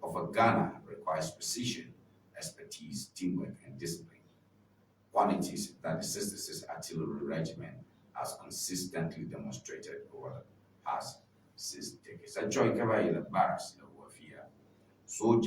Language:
Ewe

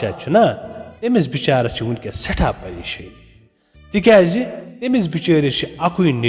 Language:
Kashmiri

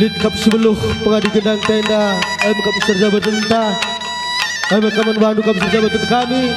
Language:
Batak Karo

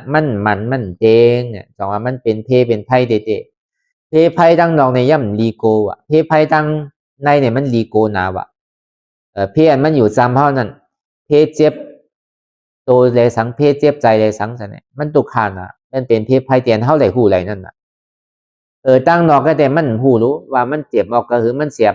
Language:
Shan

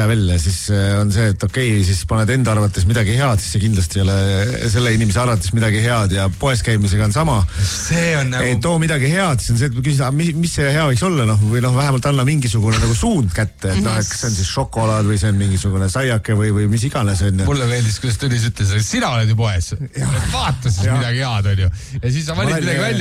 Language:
Estonian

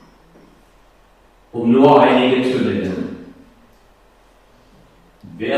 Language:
German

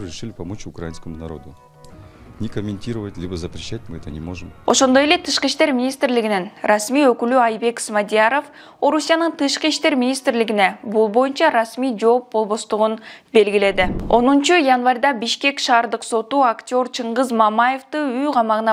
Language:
Kyrgyz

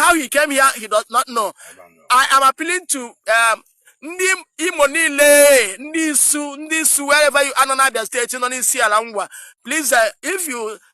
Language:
Igbo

